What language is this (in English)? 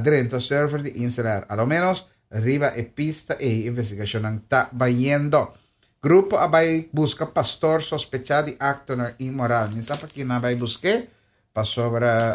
Papiamento